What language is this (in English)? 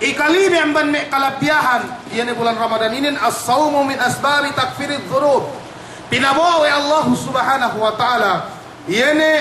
Yakan